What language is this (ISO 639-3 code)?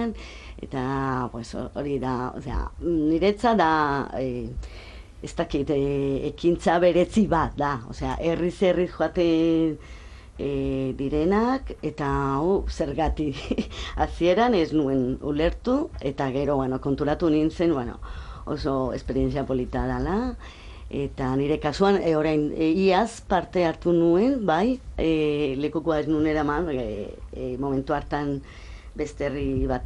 eus